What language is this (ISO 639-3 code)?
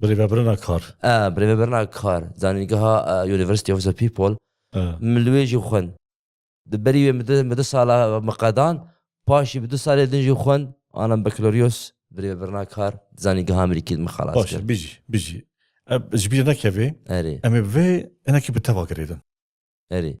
kur